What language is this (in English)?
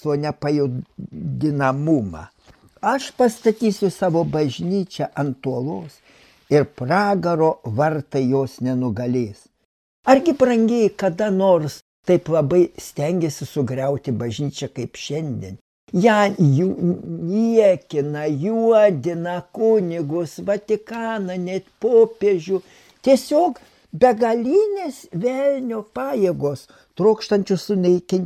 Lithuanian